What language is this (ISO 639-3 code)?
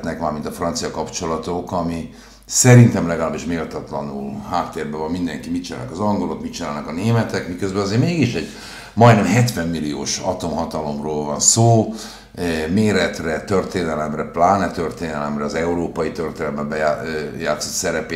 hun